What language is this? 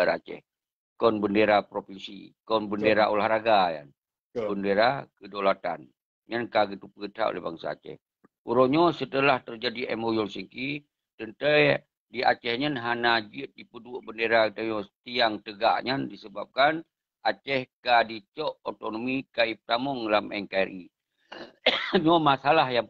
Achinese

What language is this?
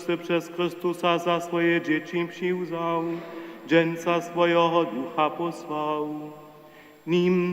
Upper Sorbian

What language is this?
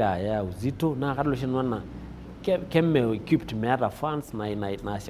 Masai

